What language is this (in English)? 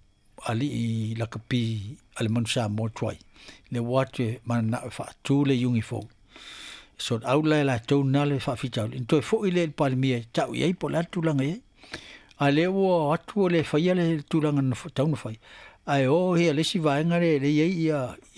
Samoan